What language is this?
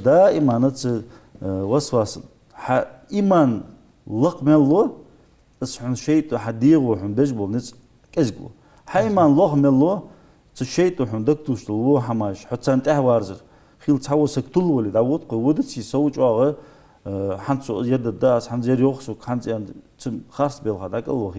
Ingush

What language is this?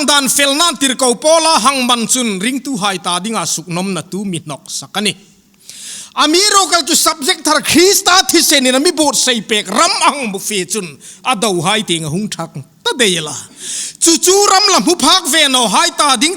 Hmar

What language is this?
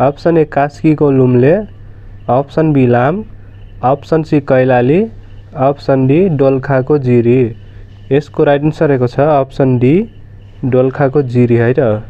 Nepali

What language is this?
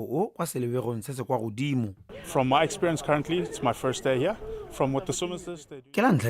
Tswana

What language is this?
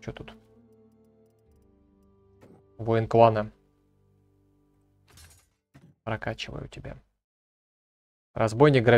Russian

